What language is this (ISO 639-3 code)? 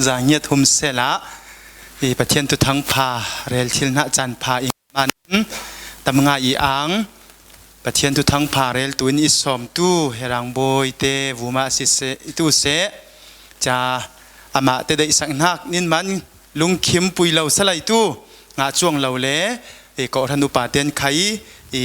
cfm